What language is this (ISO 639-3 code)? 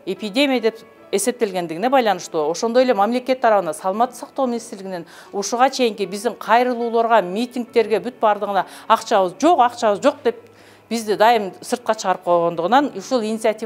kir